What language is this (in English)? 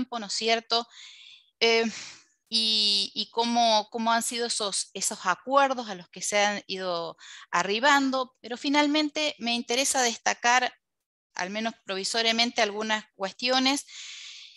Spanish